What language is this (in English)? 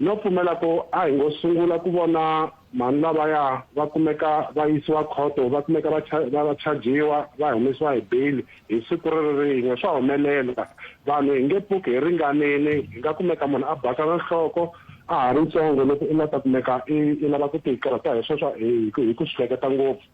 Tsonga